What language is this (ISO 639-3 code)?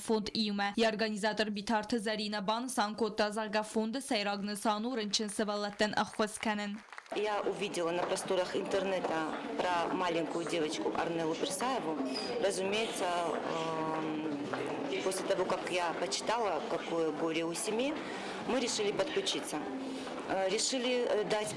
oss